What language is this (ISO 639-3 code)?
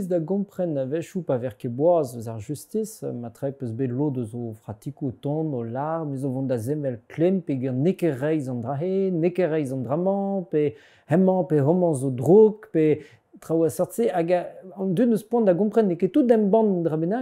bre